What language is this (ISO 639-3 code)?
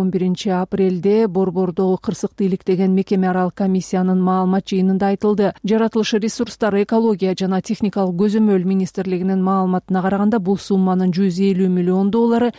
kir